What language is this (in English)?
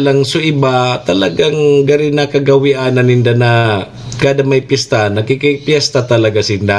Bikol